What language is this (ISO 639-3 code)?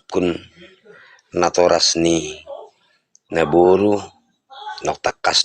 bbc